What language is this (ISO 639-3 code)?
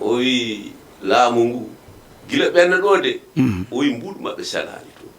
ful